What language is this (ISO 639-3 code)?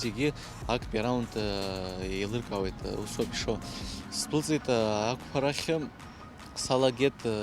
abk